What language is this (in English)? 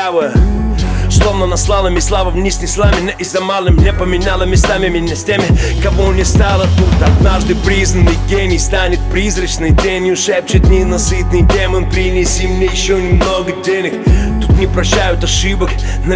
Russian